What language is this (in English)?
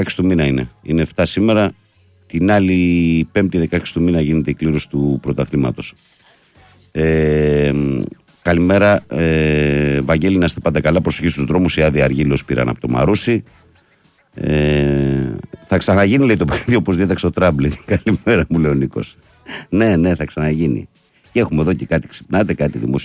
Greek